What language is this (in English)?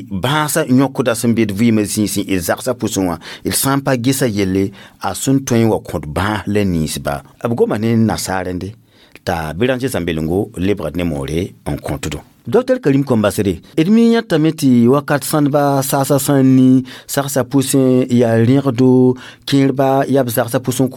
Mossi